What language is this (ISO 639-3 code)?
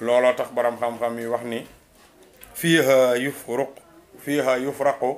wol